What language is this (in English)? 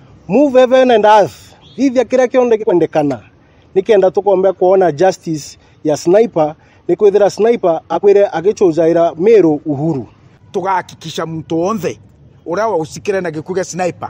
Meru